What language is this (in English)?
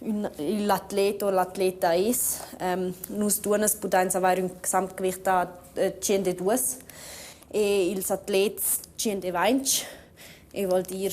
Romansh